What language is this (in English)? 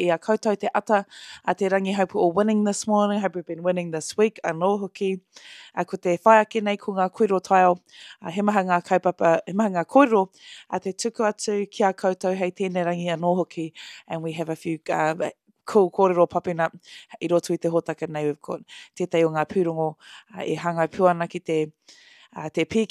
Māori